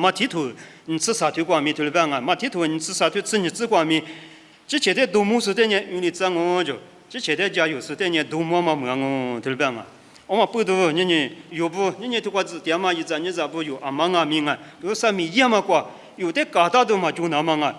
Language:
Lisu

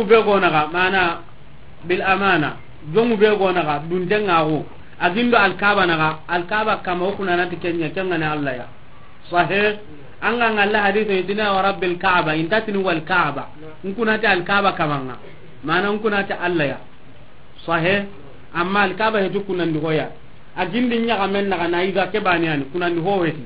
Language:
Soninke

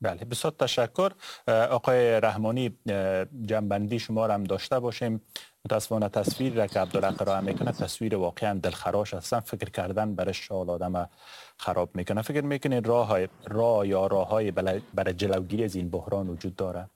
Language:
Persian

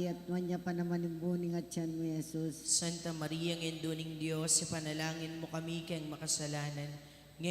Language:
Pampanga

